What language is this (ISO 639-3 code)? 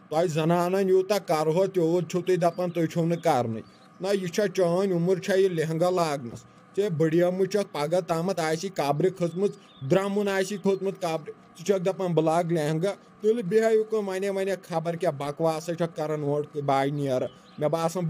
kas